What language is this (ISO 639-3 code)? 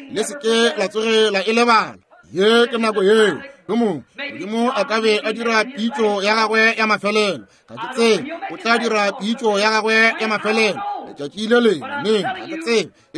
nso